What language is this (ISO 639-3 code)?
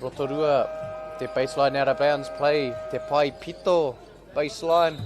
mri